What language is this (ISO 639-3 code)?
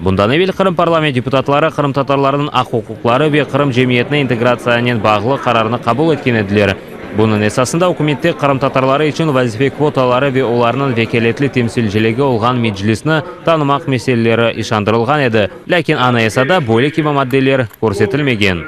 crh